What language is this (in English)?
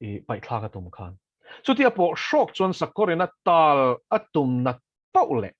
Mizo